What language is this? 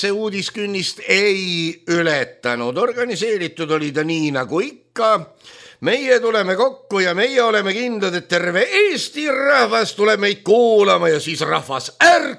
Estonian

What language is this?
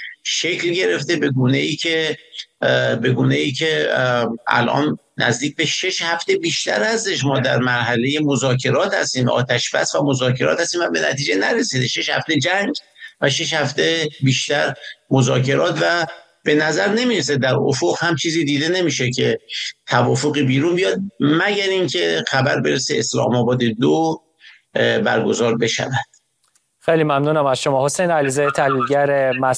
Persian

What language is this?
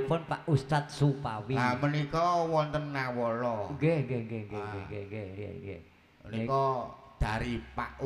Javanese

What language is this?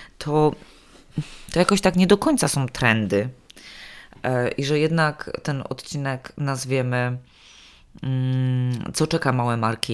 Polish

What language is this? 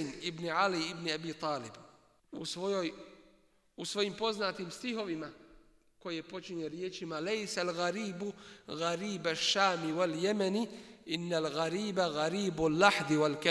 Bosnian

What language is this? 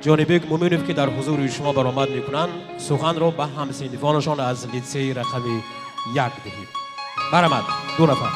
Tajik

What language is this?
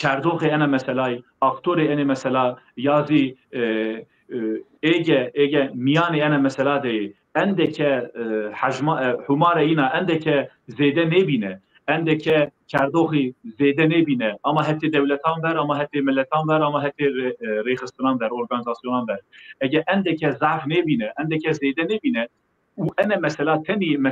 Zaza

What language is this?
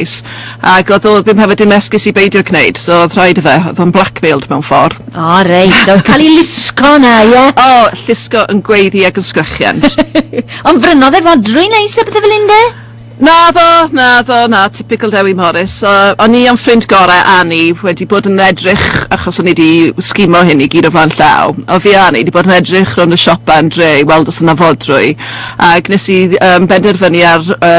Welsh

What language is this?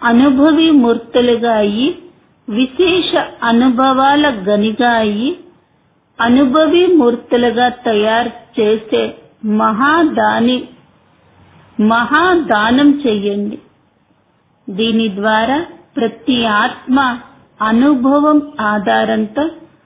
Telugu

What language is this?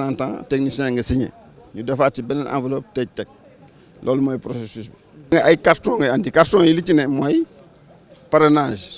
Wolof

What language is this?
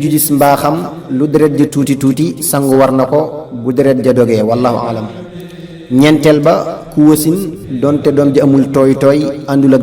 Wolof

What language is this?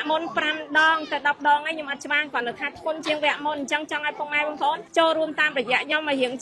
Khmer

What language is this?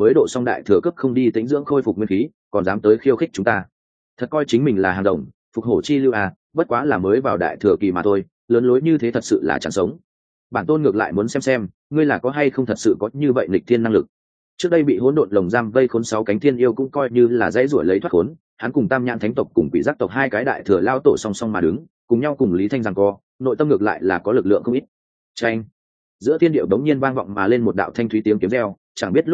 Vietnamese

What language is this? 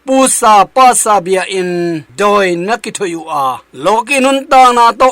Tedim Chin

